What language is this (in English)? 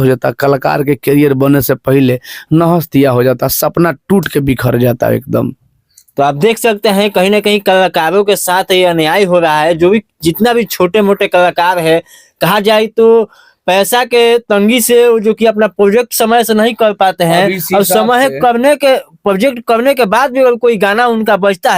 Bhojpuri